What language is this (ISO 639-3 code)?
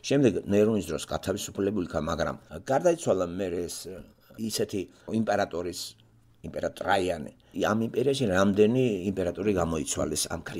kat